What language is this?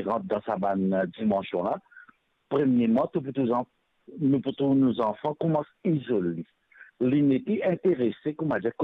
Morisyen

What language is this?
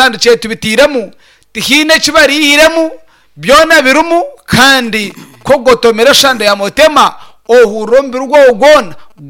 Nyankole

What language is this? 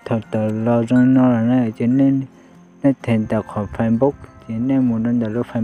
Hmong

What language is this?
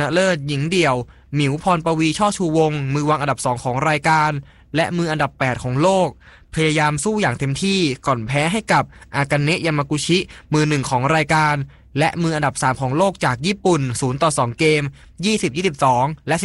Thai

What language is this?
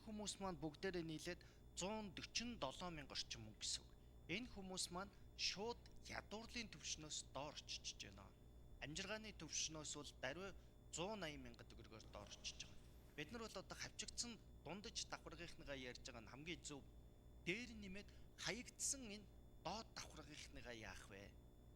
Mongolian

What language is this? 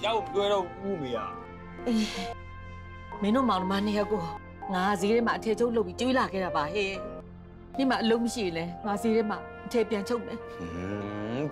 Burmese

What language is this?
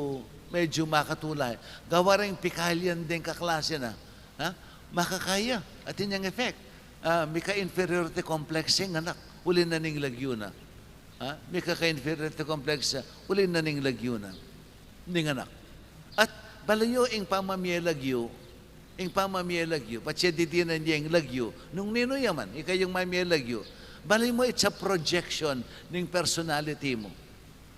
Pampanga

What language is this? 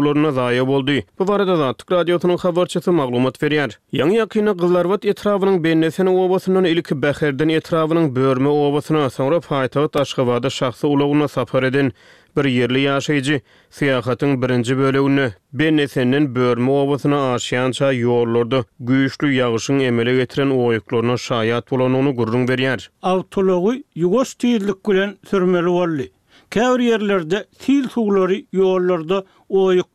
Turkmen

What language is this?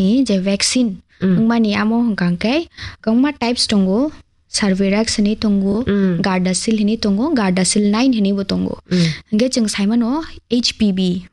Kok Borok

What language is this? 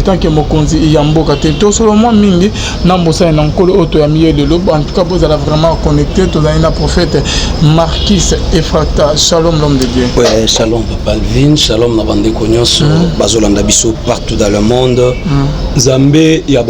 Lingala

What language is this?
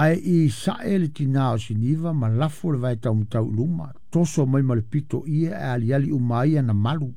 Samoan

